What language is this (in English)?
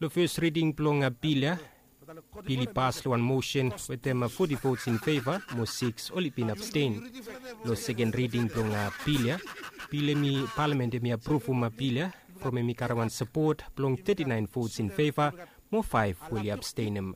Bislama